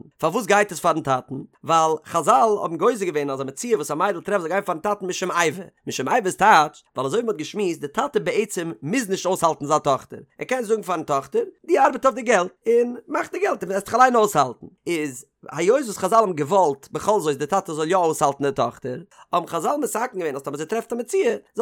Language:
Yiddish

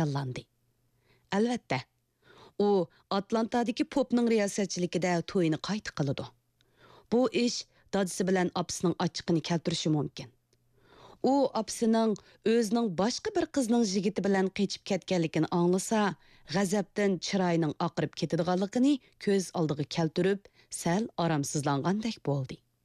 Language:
Uyghur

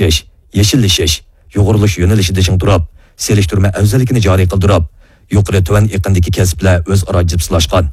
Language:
Uyghur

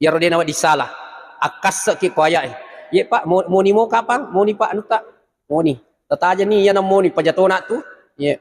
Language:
Buginese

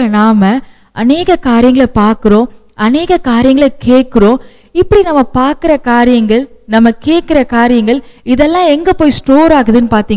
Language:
Tamil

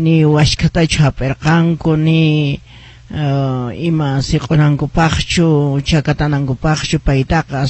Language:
Quechua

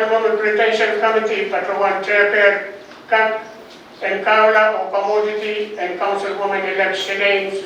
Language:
Pohnpeian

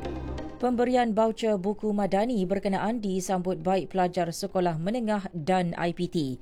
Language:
Malay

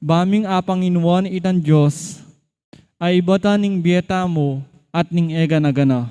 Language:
Pampanga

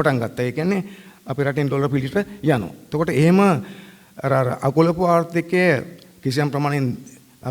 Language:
Sinhala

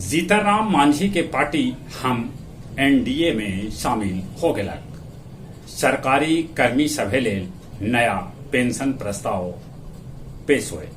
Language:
Magahi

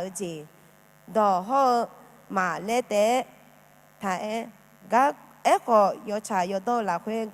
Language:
Akha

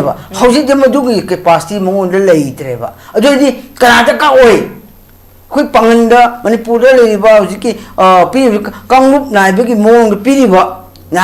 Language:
Manipuri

